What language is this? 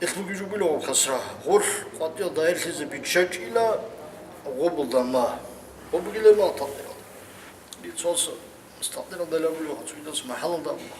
Avaric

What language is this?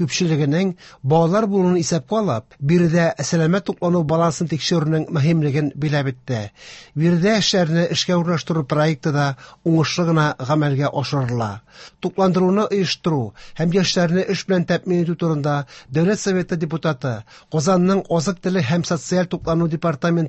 Tatar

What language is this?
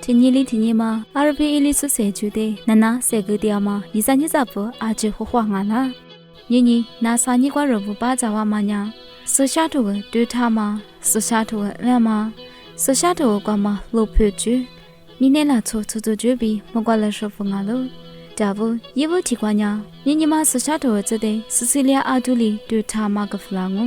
Lisu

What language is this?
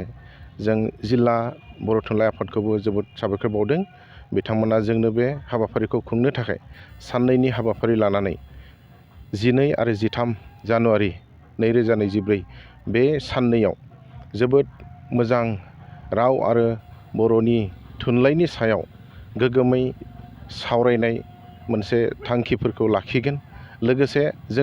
Bodo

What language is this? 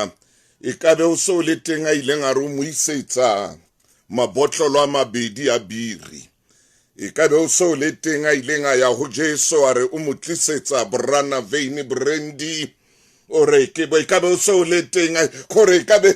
Southern Sotho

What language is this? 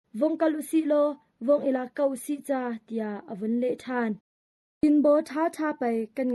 Hakha Chin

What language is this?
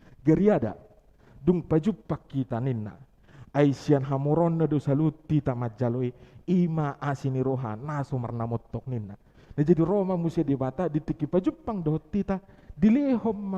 Batak Toba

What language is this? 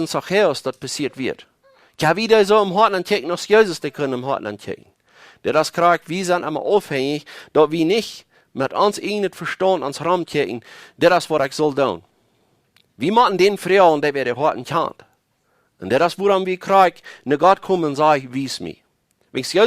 Plautdietsch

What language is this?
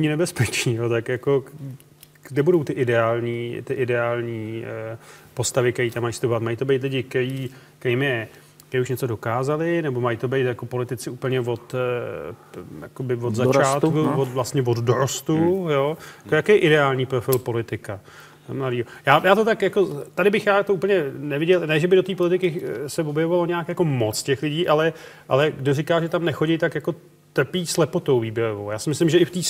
Czech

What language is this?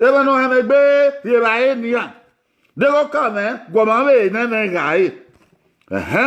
Bini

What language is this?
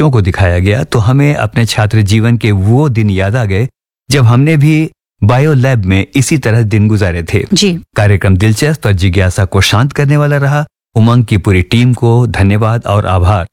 Hindi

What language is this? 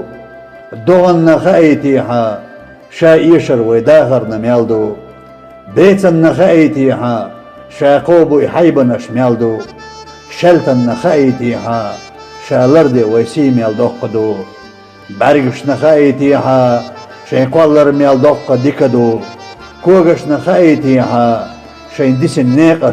Chechen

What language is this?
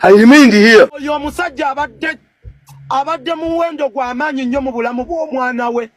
Ganda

